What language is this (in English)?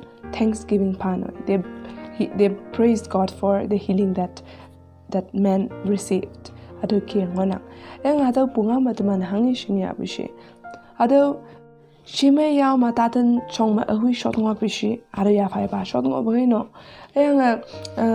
Konyak Naga